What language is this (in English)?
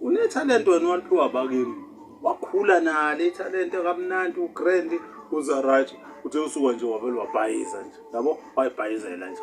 Zulu